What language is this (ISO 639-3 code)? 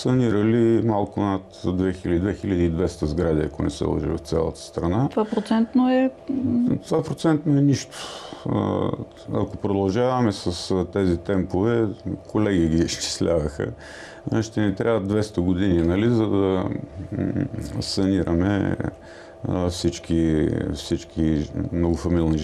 bul